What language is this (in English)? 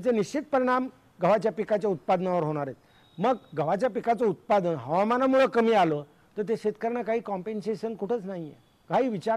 Marathi